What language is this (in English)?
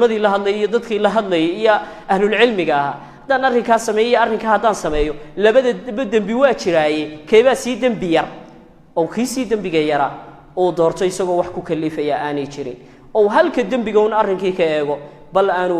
Somali